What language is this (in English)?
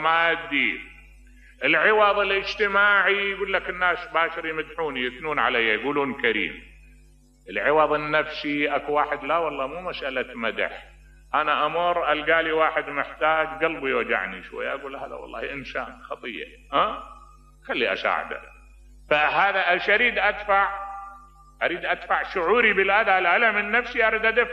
Mesopotamian Arabic